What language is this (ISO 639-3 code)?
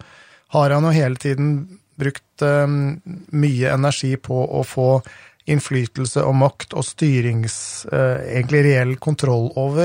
nor